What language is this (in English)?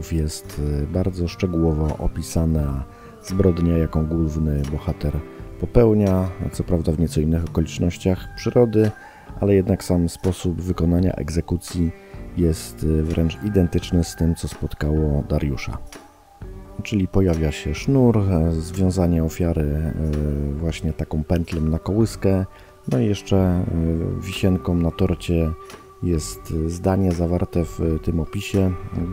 Polish